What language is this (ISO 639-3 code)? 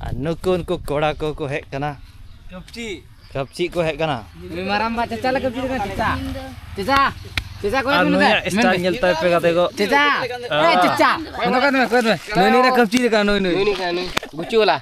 sat